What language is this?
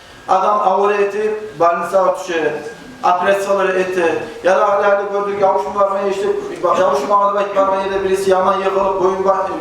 Kumyk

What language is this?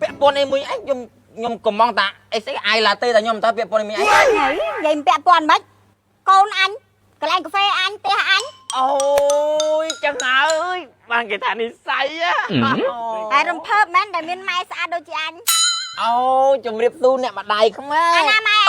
Khmer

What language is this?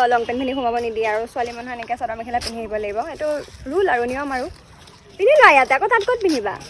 Assamese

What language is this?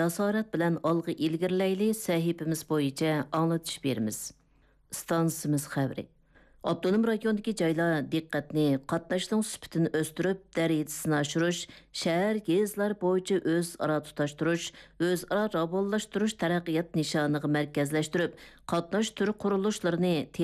Uyghur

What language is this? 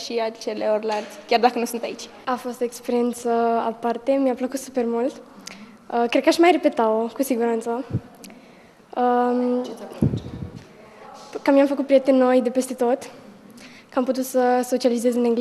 Romanian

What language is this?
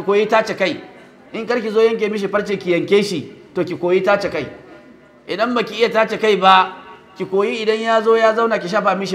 Hausa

